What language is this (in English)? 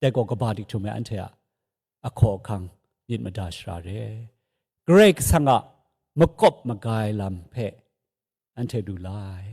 Kachin